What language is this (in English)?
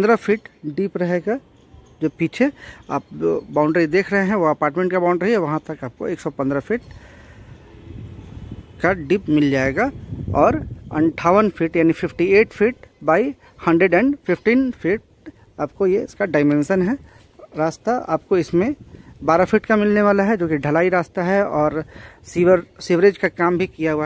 Hindi